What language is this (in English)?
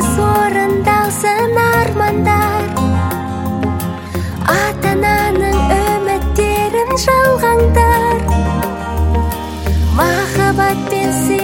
Kazakh